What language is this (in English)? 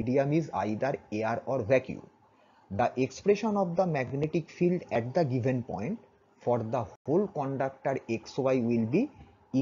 Bangla